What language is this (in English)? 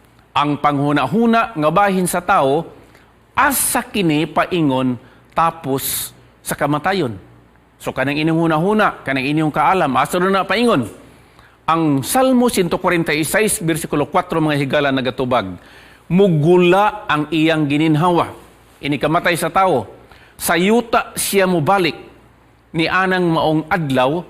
Cebuano